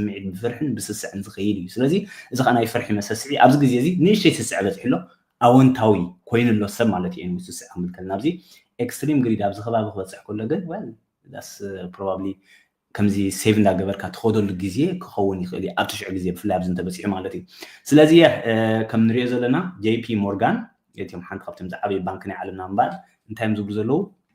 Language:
Tigrinya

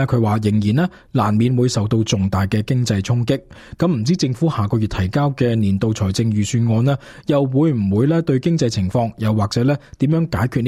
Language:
Cantonese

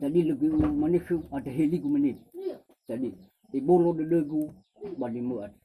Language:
Nias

